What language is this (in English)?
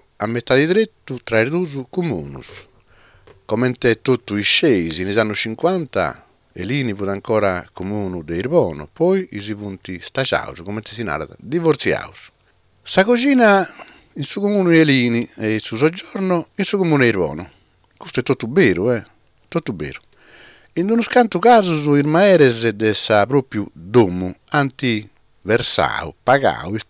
Sardinian